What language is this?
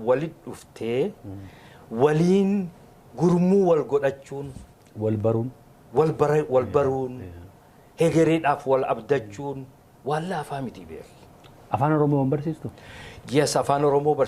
Oromo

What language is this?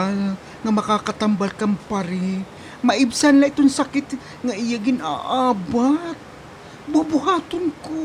Waray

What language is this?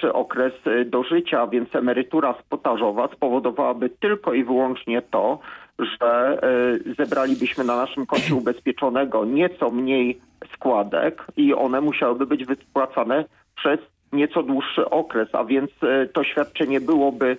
Polish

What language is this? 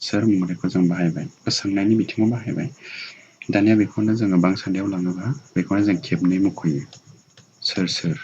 Bodo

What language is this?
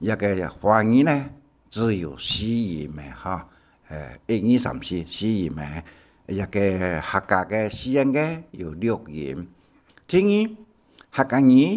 Hakka Chinese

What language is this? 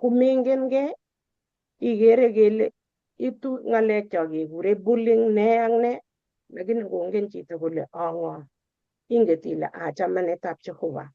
Kalenjin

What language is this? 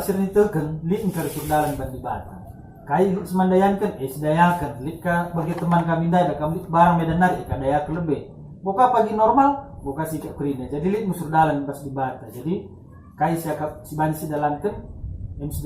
Batak Karo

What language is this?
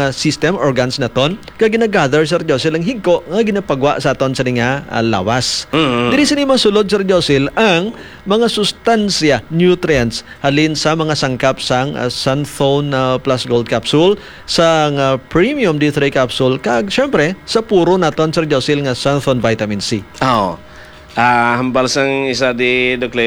Hiligaynon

